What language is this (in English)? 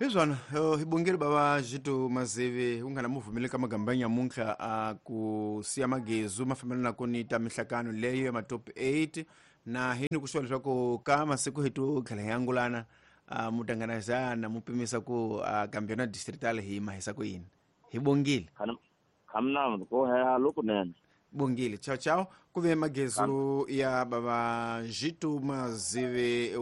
Tsonga